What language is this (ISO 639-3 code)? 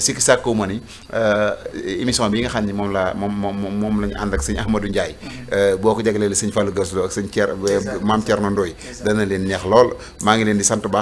wol